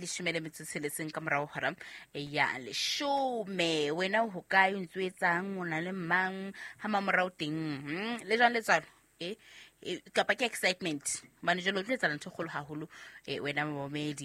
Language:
Southern Sotho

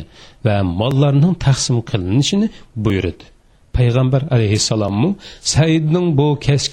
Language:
Uyghur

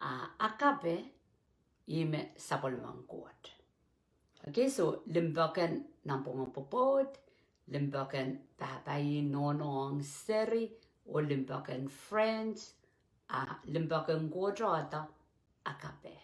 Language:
Pohnpeian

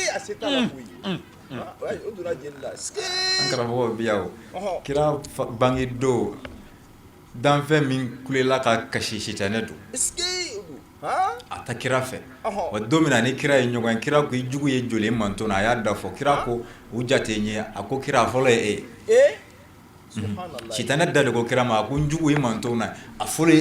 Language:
Bambara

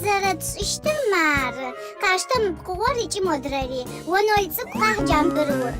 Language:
Adyghe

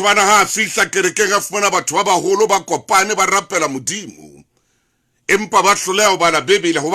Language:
Southern Sotho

